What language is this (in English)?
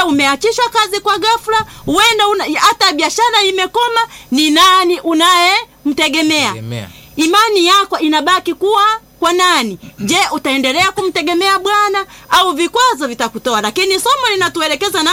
Swahili